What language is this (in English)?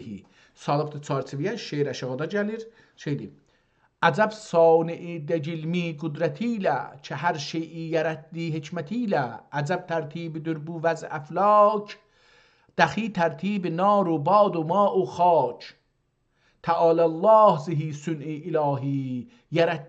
South Azerbaijani